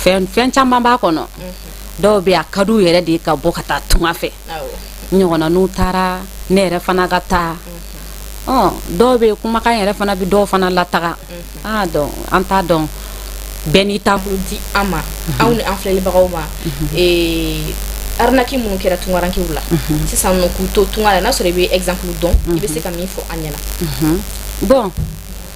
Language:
Bambara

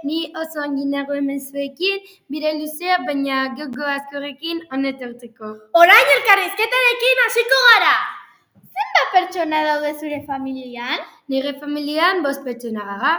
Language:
Basque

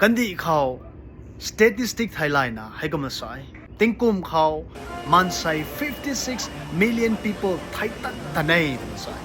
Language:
Rongmei Naga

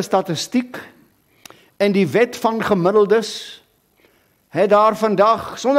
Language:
Afrikaans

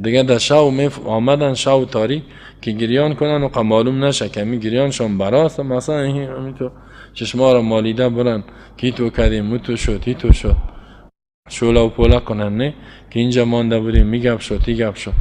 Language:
Persian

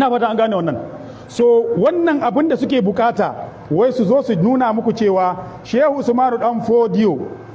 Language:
Hausa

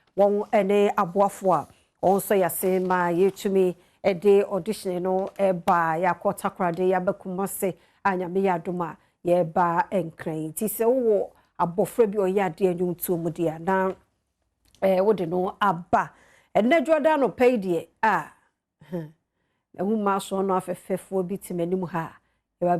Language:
Akan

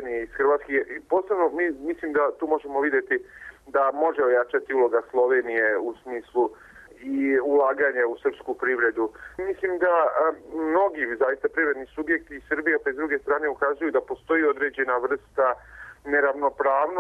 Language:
Serbian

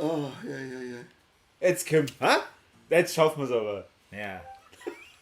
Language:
Bavarian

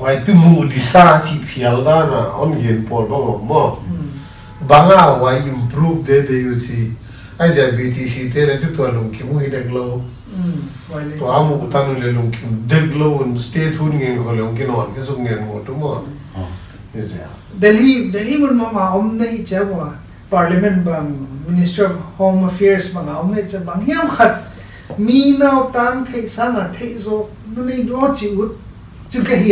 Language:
Paite Chin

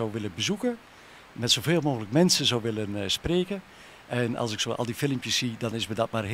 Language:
Dutch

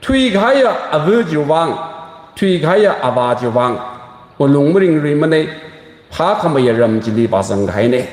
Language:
Tangkhul Naga (India)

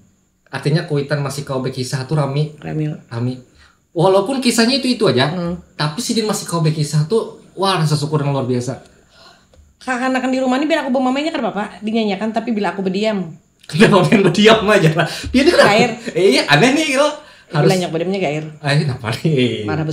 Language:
Banjar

